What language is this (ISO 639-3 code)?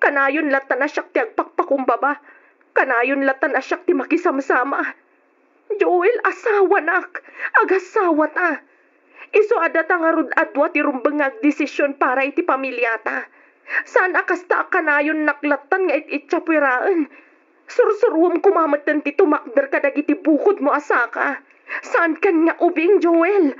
ilo